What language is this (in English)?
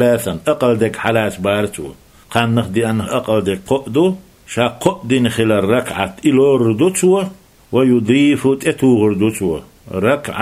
Chechen